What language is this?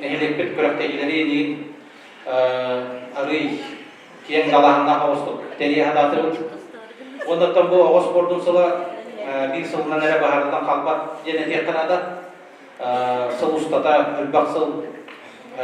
Yakut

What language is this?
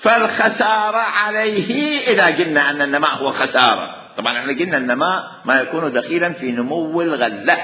Mesopotamian Arabic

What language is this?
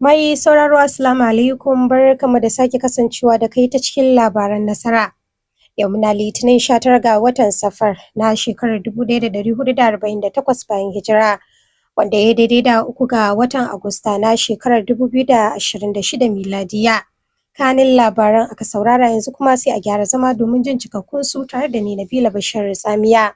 Hausa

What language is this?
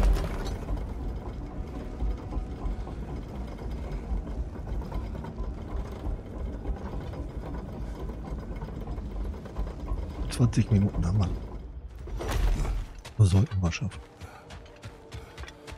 German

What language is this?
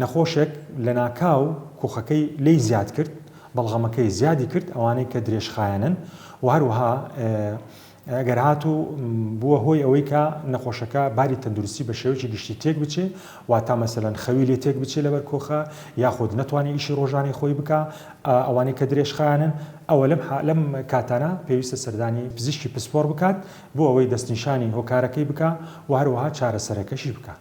Central Kurdish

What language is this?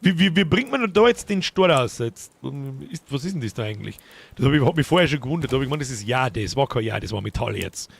Bavarian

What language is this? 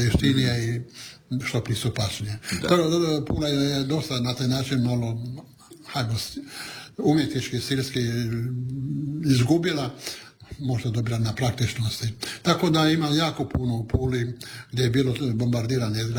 Croatian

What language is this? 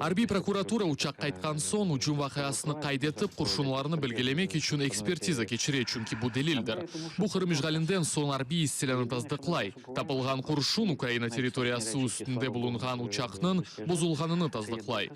Crimean Tatar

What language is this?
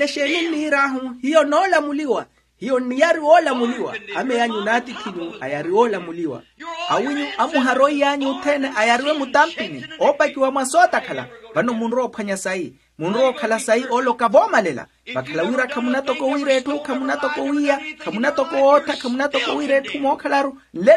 Makhuwa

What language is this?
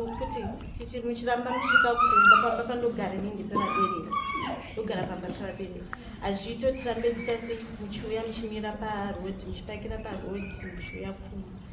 Shona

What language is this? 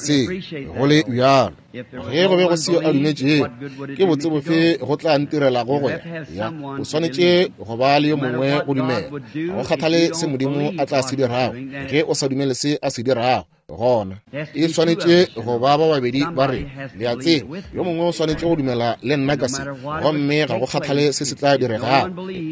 Northern Sotho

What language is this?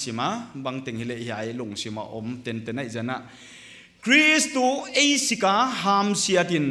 Paite Chin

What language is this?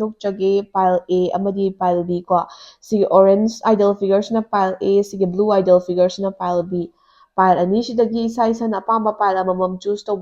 Manipuri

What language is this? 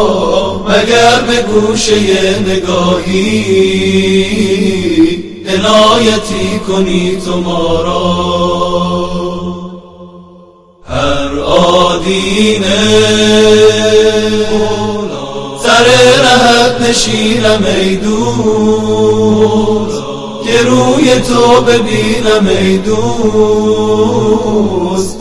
Persian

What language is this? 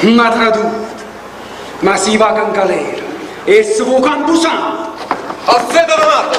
Neapolitan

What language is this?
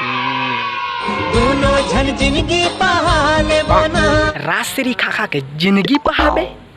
Chhattisgarhi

